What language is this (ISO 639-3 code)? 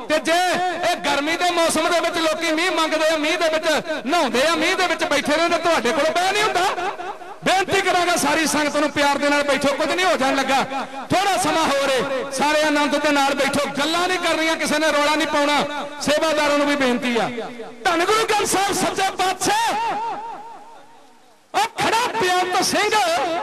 pan